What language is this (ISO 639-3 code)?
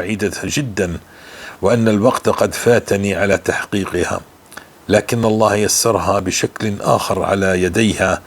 apc